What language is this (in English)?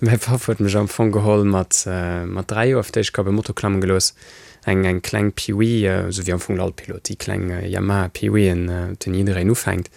Luxembourgish